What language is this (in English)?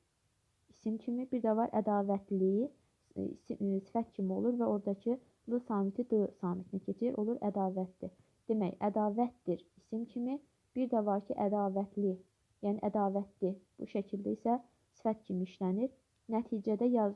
Azerbaijani